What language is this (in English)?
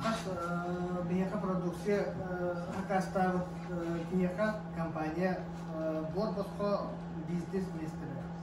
Yakut